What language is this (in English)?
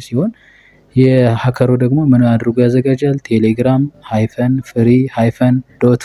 Amharic